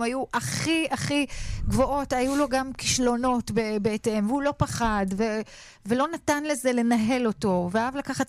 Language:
Hebrew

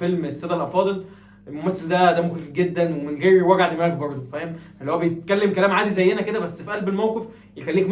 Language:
Egyptian Arabic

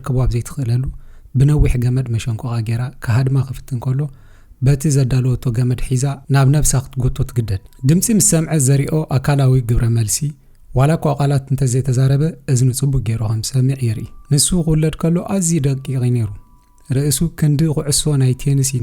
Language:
Tigrinya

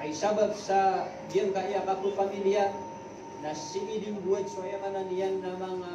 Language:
Maranao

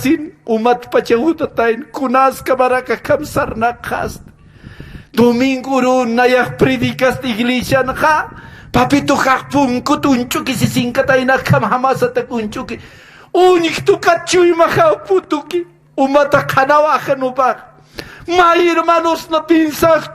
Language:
Aymara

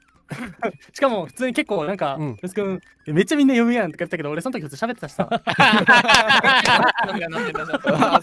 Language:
Japanese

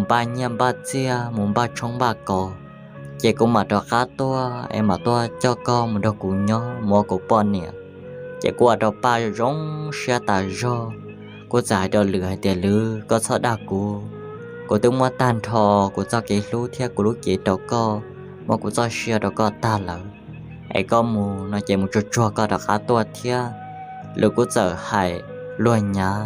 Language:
Hmong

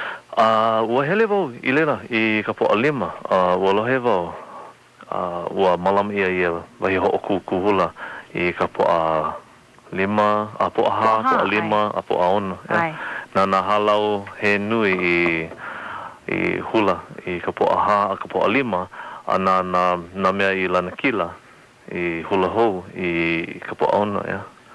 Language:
Hawaiian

